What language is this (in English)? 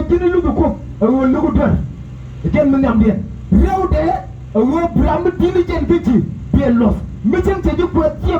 Nuer